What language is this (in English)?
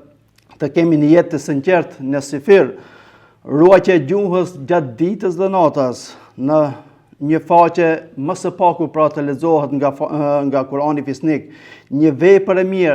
Albanian